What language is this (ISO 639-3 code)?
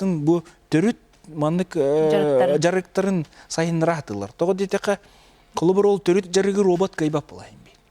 sah